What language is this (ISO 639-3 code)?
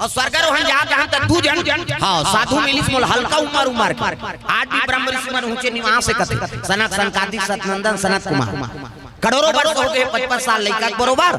hne